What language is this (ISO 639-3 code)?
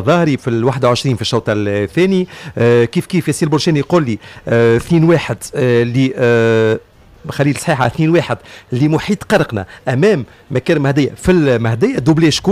aeb